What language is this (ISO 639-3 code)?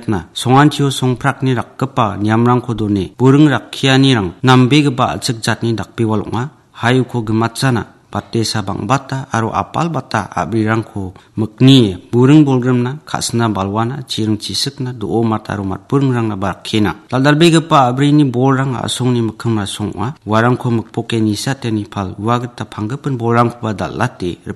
grt